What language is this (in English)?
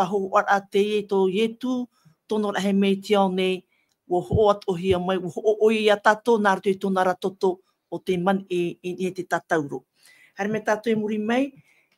Tahitian